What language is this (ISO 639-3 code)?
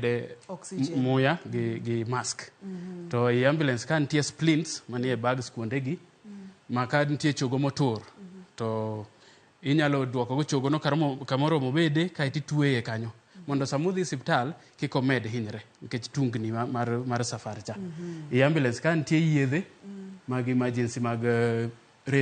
luo